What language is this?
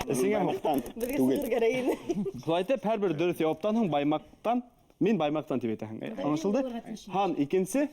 Bashkir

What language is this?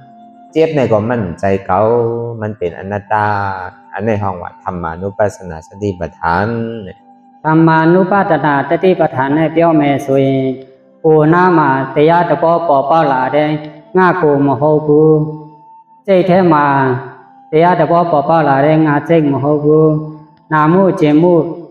Shan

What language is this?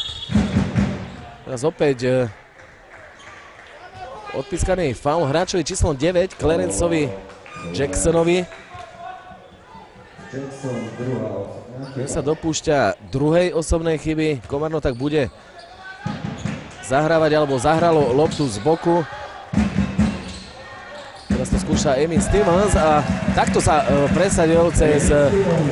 Slovak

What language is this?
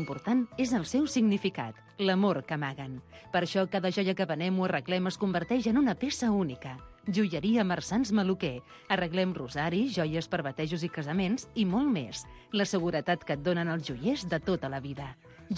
Catalan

